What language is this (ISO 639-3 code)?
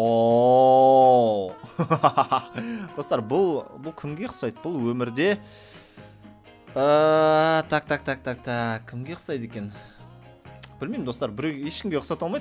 kaz